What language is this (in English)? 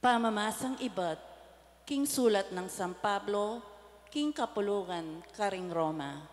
Pampanga